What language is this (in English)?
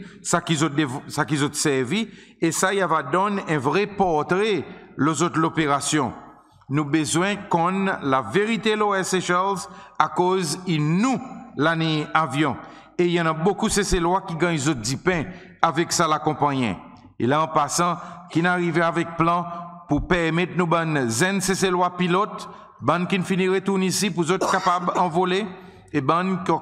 Seselwa Creole French